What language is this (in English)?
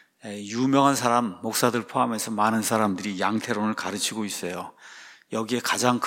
Korean